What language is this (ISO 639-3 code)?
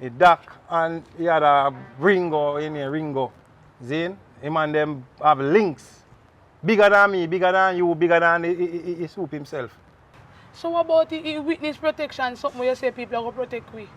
jam